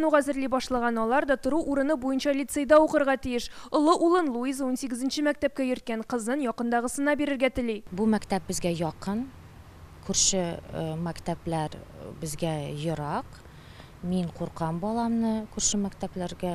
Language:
Tatar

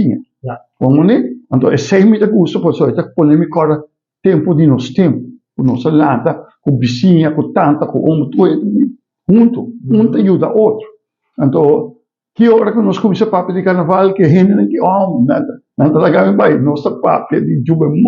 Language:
Papiamento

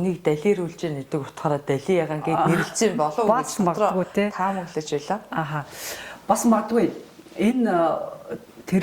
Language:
Mongolian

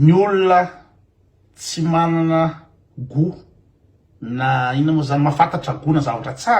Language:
Malagasy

